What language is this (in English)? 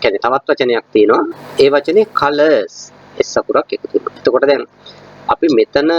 Sinhala